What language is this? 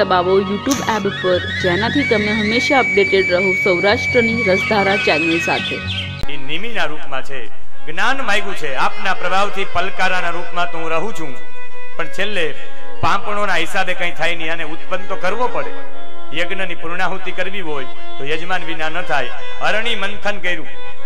Gujarati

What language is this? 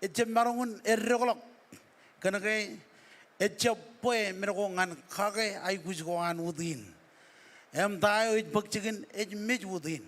Marshallese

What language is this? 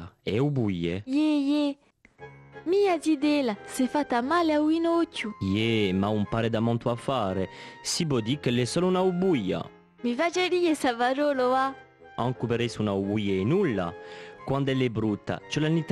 Corsican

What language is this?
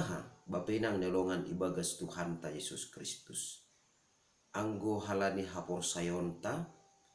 Batak Simalungun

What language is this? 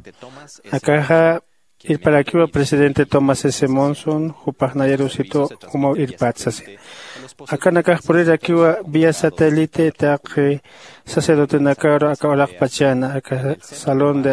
Aymara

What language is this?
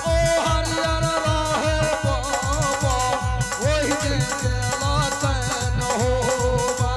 Maithili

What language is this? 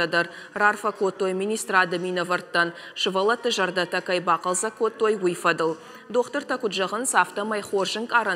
Ossetic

